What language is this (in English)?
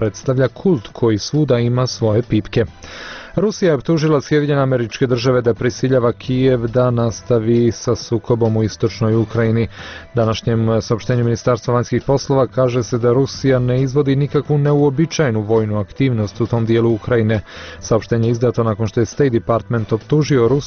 Bosnian